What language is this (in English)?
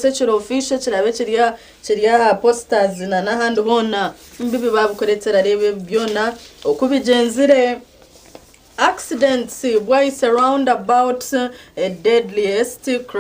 Nyankole